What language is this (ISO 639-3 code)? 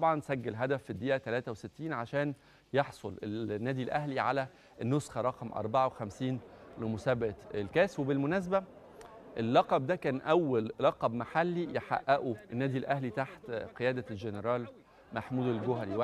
arz